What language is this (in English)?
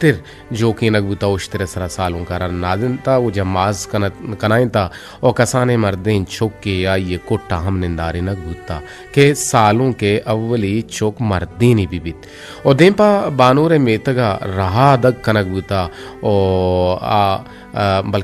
Eastern Balochi